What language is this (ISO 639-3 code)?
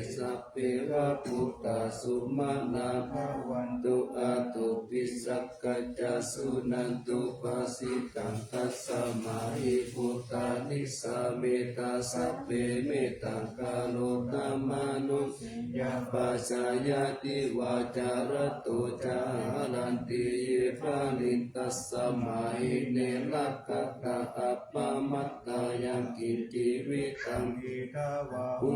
pli